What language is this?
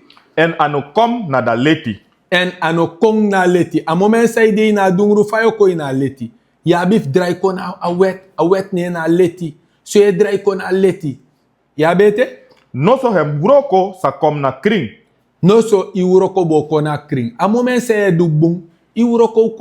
Sranan Tongo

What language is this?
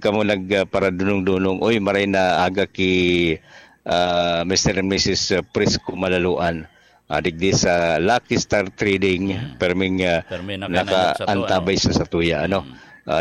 Bikol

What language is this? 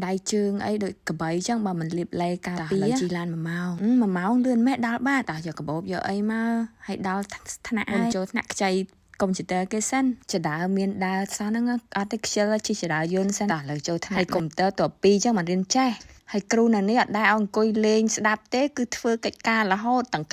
Khmer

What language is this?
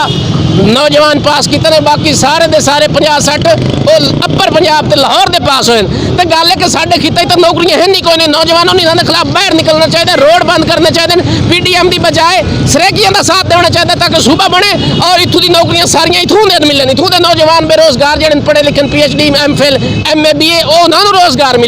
Saraiki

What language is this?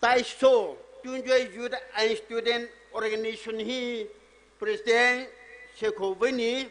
Poumei Naga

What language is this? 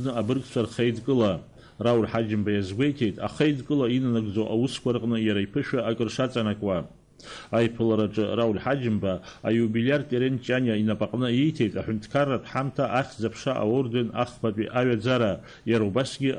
Abkhazian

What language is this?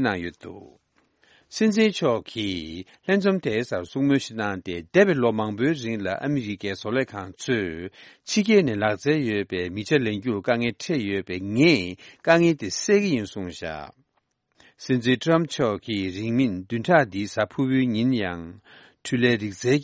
Tibetan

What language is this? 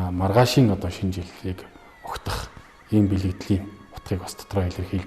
Mongolian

